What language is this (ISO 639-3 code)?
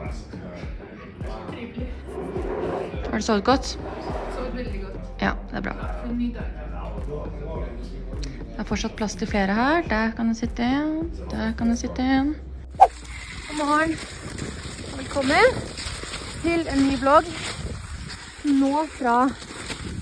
nor